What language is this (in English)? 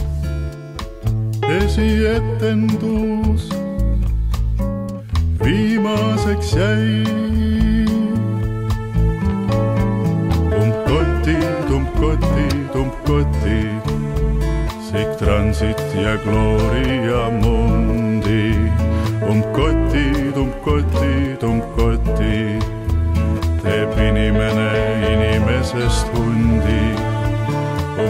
Estonian